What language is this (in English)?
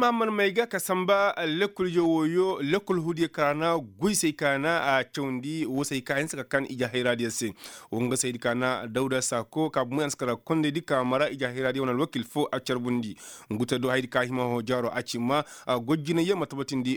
Koyraboro Senni